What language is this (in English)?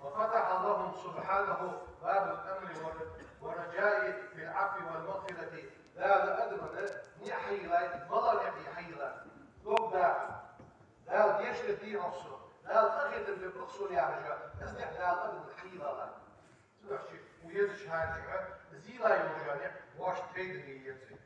Ingush